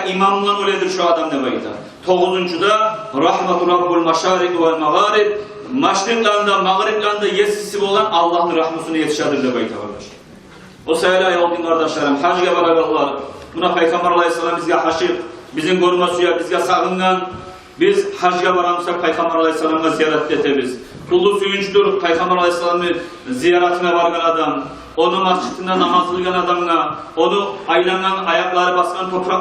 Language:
Kumyk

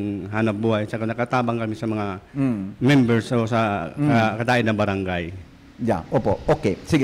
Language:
Bikol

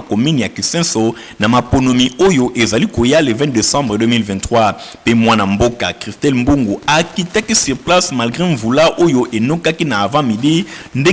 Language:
Lingala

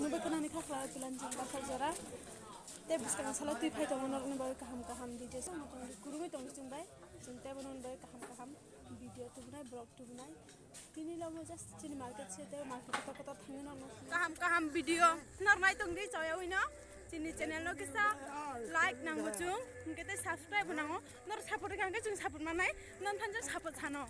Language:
Kok Borok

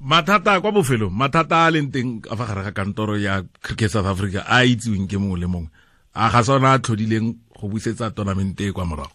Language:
Tswana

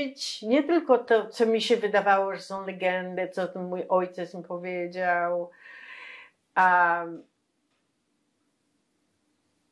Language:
Polish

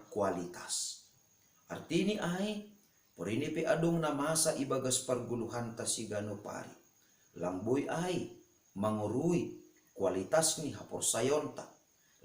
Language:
Batak Simalungun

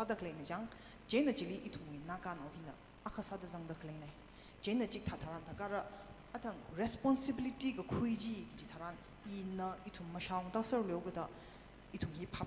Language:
Tangkhul Naga (India)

